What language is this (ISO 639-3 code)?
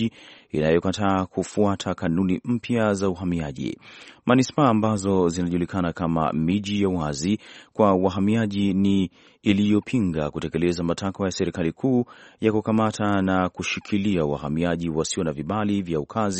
swa